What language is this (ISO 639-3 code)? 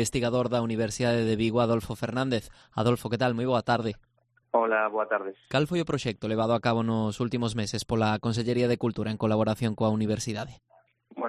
glg